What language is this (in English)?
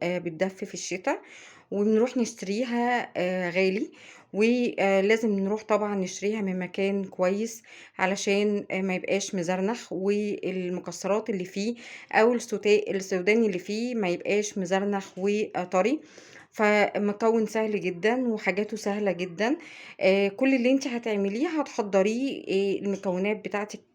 Egyptian Arabic